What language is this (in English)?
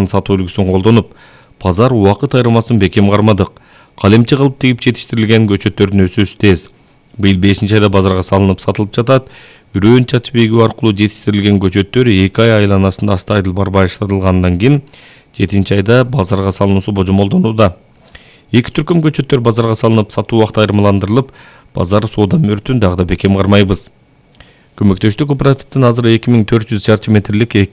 Kyrgyz